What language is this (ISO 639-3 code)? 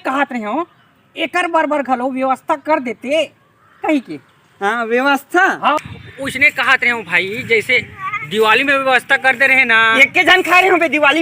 hne